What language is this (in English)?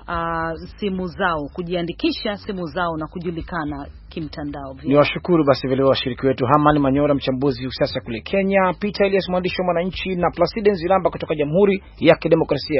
Swahili